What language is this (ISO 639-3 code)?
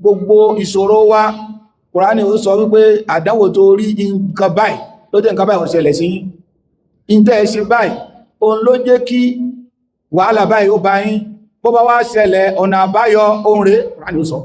yor